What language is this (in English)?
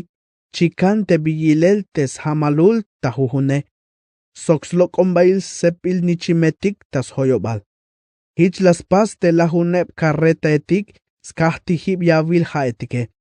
Tzeltal